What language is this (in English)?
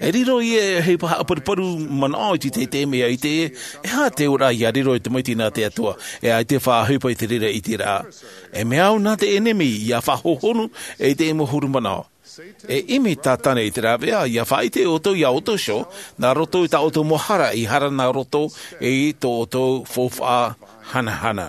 Tahitian